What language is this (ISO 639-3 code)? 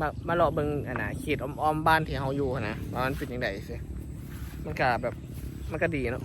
tts